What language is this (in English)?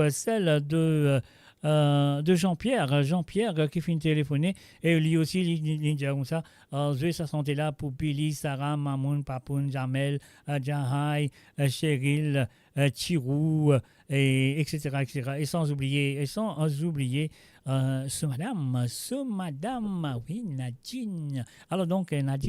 Morisyen